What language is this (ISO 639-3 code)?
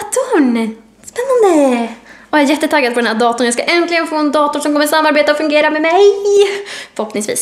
swe